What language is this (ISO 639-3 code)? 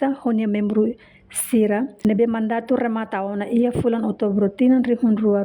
tet